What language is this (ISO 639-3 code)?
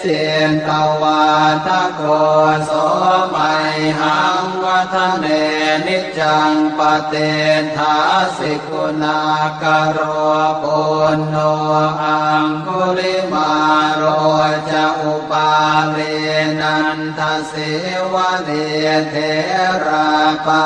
pli